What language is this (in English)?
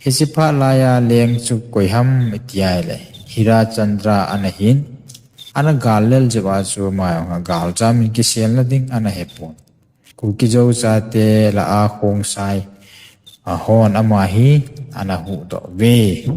Thado Chin